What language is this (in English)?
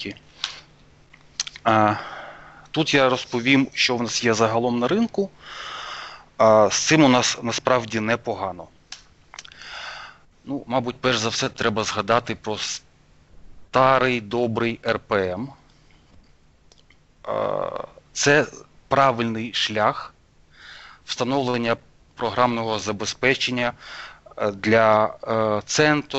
Ukrainian